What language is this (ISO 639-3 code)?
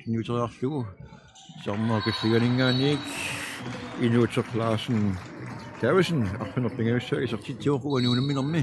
kal